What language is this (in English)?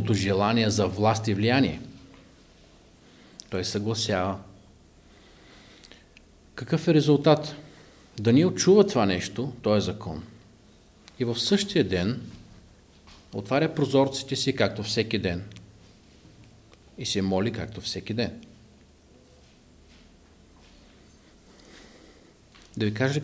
Bulgarian